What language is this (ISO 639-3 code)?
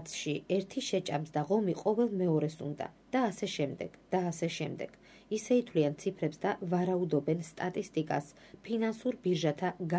kat